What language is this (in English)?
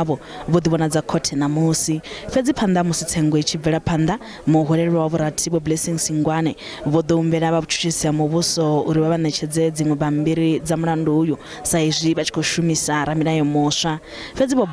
Venda